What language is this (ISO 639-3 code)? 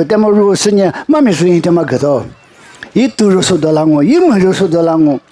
lis